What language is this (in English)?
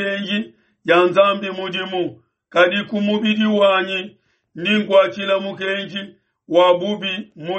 Luba-Lulua